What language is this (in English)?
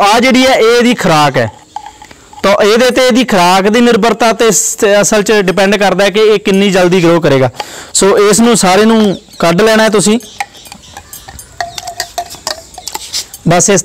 Punjabi